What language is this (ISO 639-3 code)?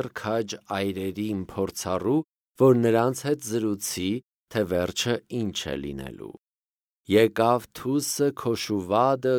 hye